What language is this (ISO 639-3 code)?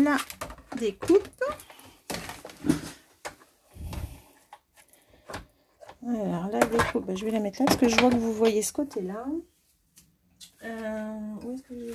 fra